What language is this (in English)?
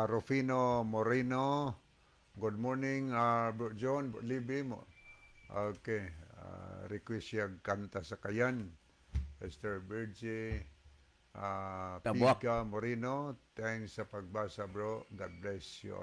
Cebuano